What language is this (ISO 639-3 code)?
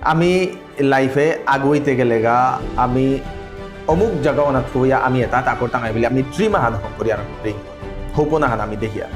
bpy